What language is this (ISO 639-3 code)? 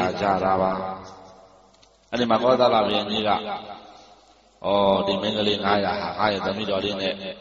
mya